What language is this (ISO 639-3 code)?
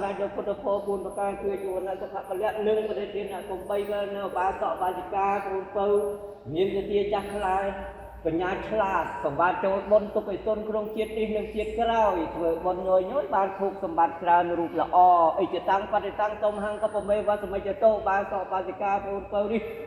khm